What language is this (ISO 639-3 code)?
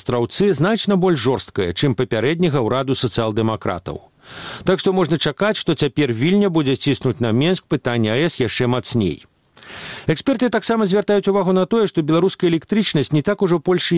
bel